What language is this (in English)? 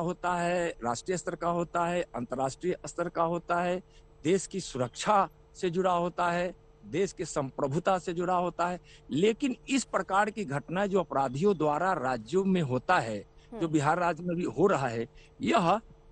Hindi